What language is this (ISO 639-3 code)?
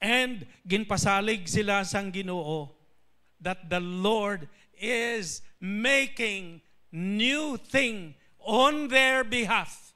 hil